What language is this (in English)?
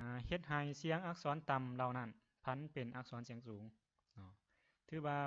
Lao